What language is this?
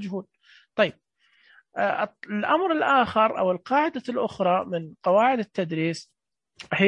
Najdi Arabic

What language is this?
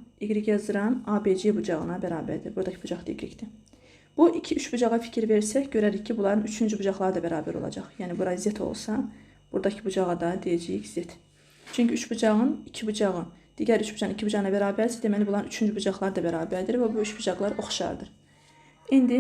Azerbaijani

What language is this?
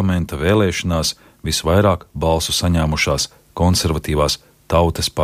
Latvian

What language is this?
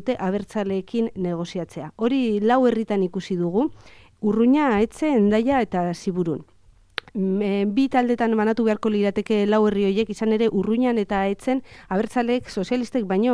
Basque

